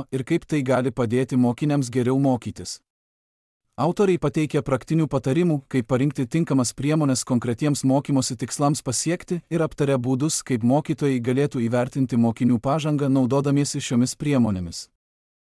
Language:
Lithuanian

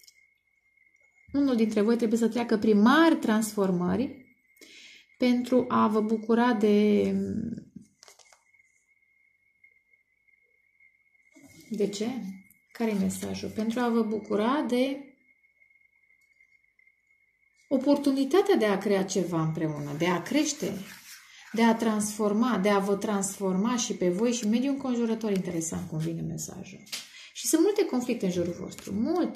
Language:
Romanian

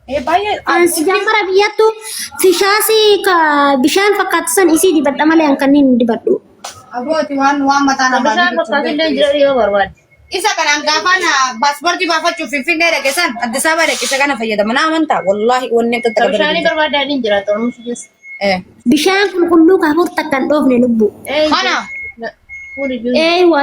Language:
Oromo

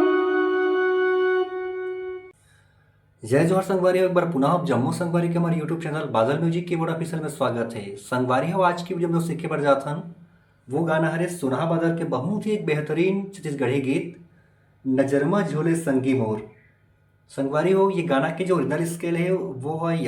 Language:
Chhattisgarhi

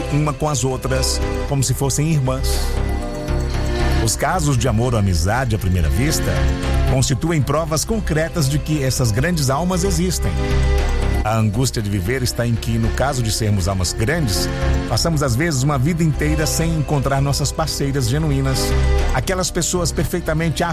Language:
Portuguese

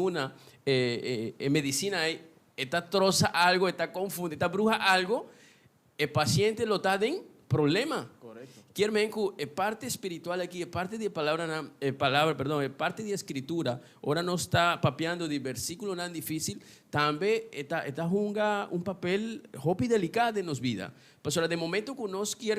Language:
Papiamento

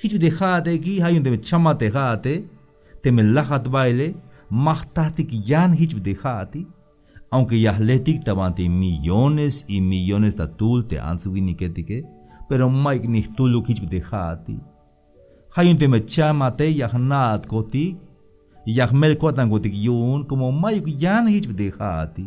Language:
Tzeltal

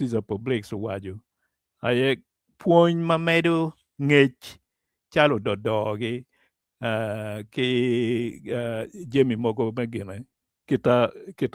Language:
Acoli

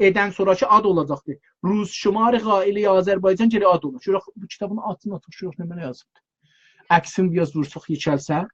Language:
South Azerbaijani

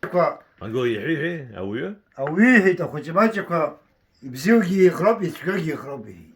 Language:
Abkhazian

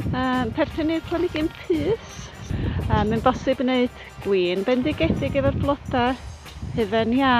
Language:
Welsh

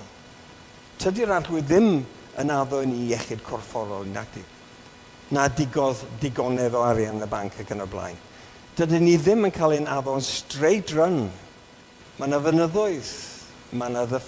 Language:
Welsh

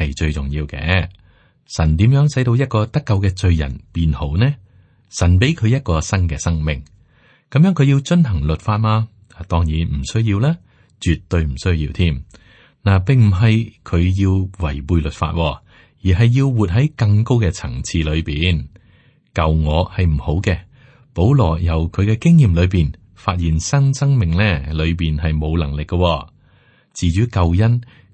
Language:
Cantonese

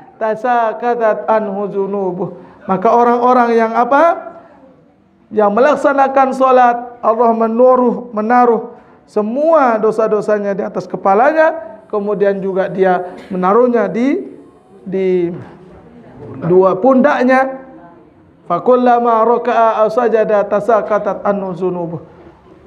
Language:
Sasak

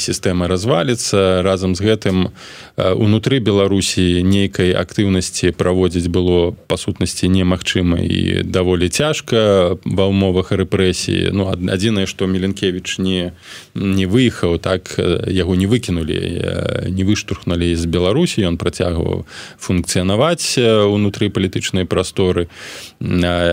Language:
Belarusian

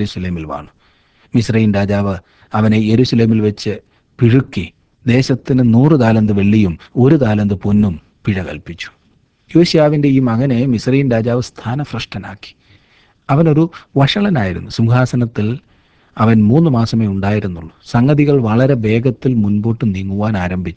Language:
Malayalam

